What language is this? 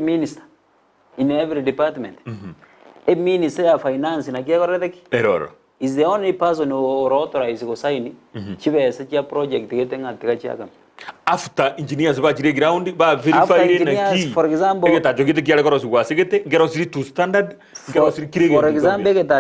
Gusii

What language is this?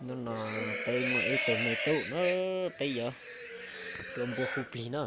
Hmong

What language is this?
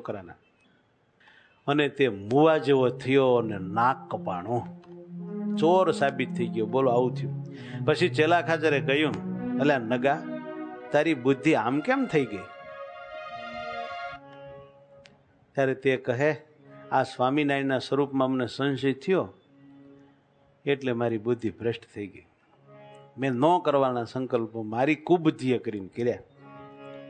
Gujarati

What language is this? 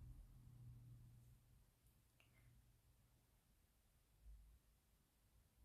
Japanese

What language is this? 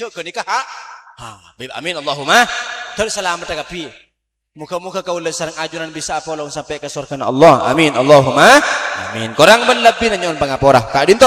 Madurese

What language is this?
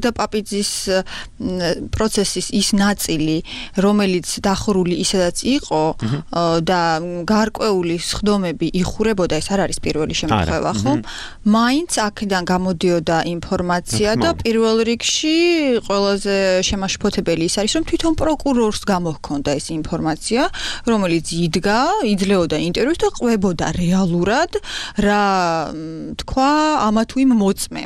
Georgian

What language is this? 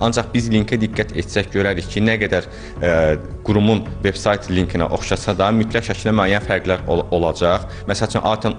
Azerbaijani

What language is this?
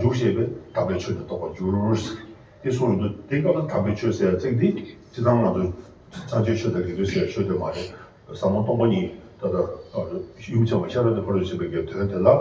Tibetan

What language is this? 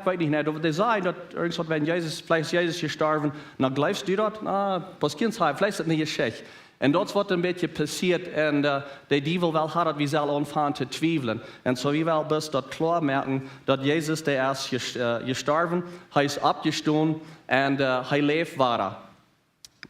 Plautdietsch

